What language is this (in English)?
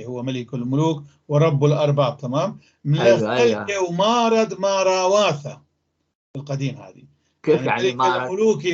North Levantine Arabic